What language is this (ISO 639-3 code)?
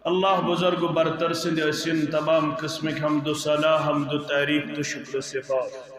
kas